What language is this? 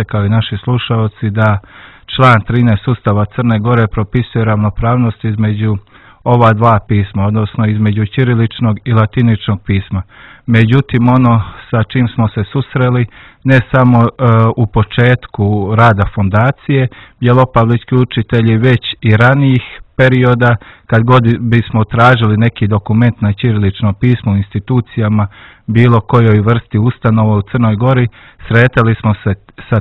Serbian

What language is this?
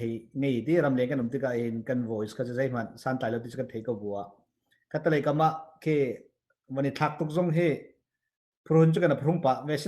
Hakha Chin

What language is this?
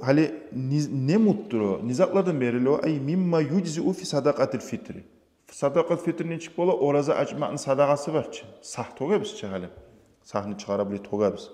Kumyk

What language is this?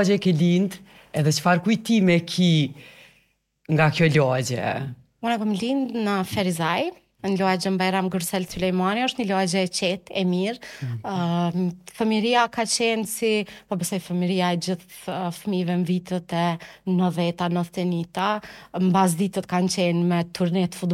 Albanian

